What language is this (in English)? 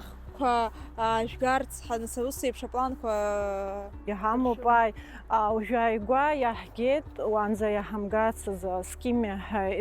Abkhazian